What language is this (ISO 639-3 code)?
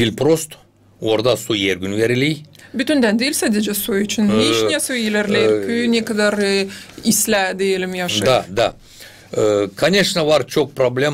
gag